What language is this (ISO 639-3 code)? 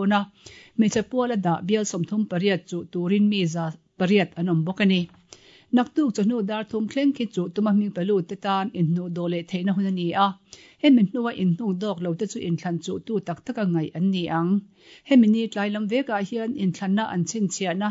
lus